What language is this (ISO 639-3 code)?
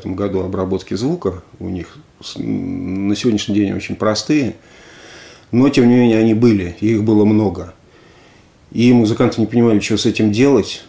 rus